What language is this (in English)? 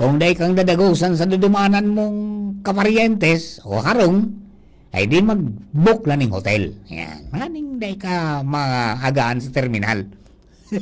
Bikol